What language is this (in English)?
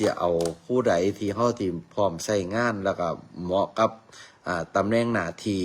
Northeastern Thai